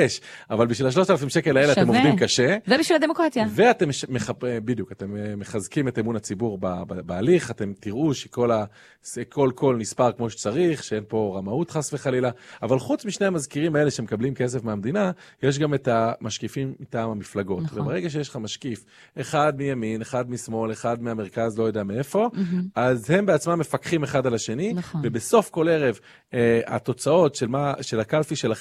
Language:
Hebrew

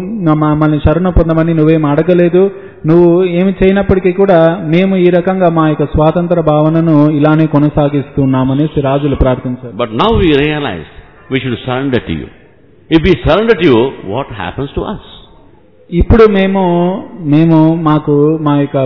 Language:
Telugu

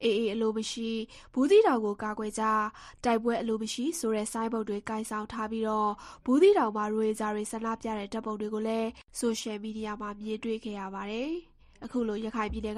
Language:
Burmese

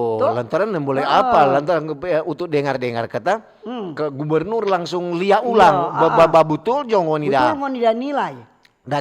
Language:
Manado Malay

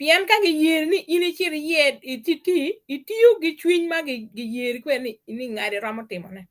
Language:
Acoli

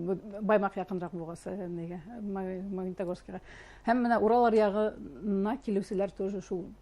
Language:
Bashkir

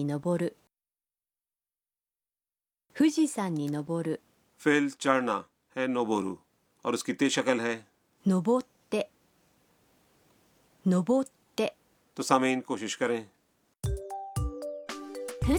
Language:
Urdu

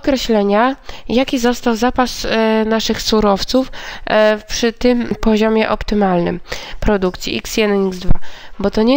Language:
Polish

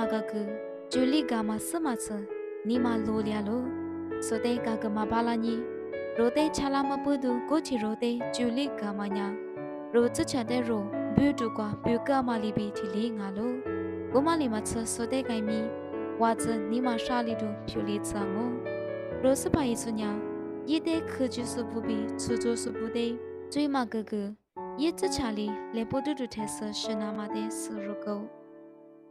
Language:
Lisu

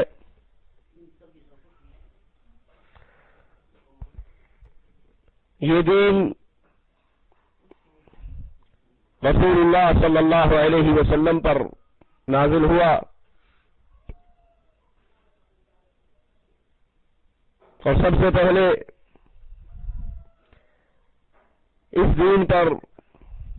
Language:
Urdu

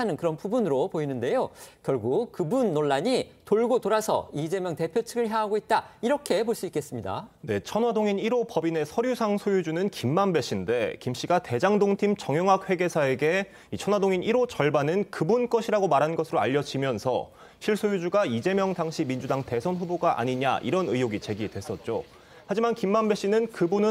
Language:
Korean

